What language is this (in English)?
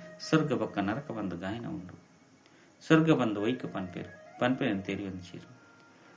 Tulu